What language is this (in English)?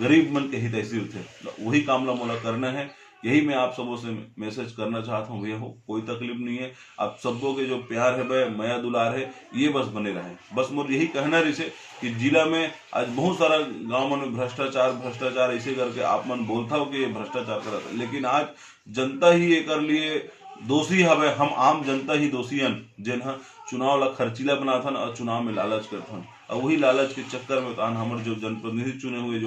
Chhattisgarhi